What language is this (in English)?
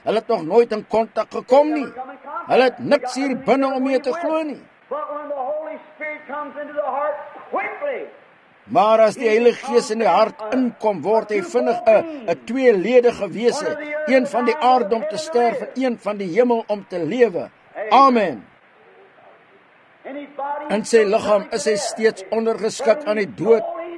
Afrikaans